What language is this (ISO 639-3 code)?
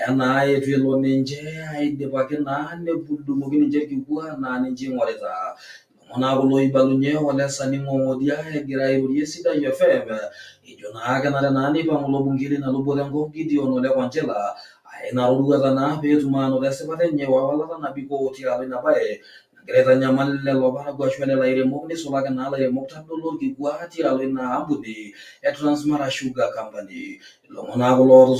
mas